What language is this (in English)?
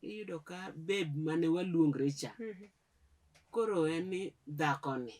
Luo (Kenya and Tanzania)